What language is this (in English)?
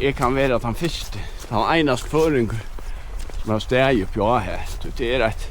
Faroese